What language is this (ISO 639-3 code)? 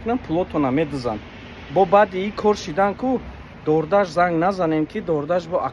tgk